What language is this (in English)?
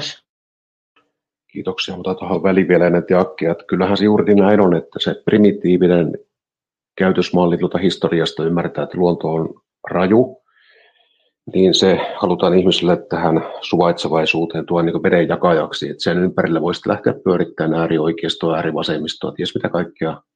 Finnish